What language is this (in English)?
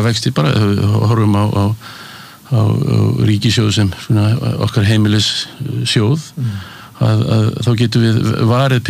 Icelandic